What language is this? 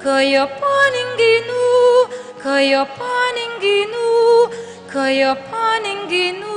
Pampanga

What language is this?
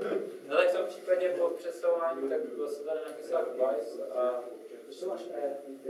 Czech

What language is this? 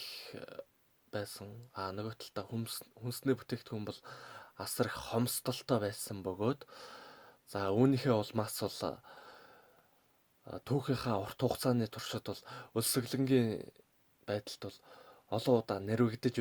Mongolian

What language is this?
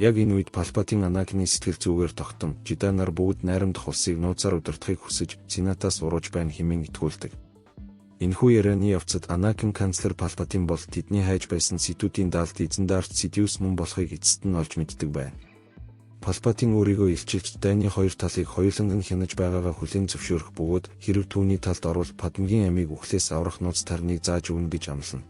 Mongolian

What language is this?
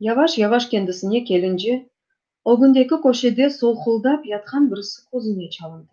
Crimean Tatar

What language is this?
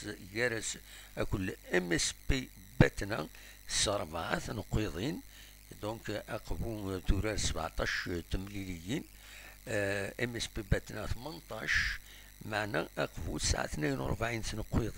Kabyle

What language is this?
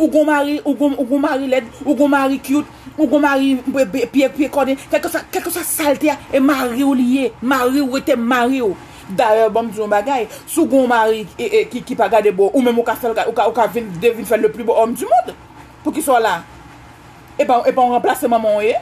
Haitian Creole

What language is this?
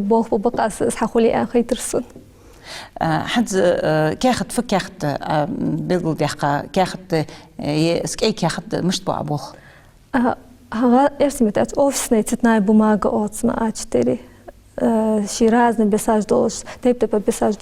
Ingush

